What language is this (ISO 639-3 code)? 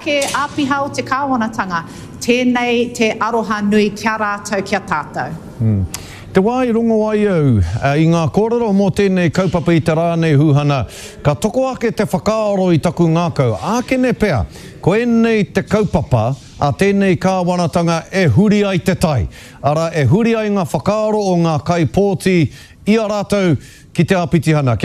mri